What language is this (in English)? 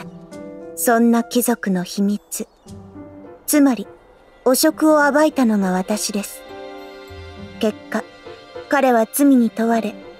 Japanese